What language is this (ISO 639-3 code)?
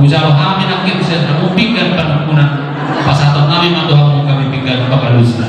bbc